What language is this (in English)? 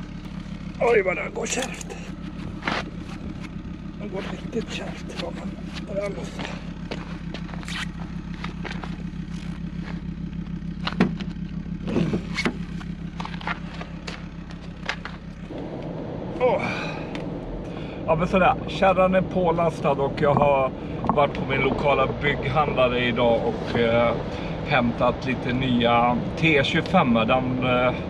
Swedish